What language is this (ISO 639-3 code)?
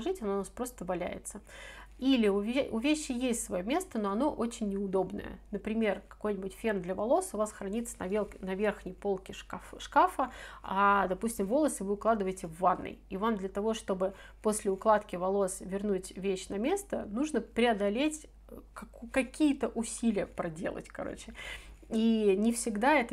rus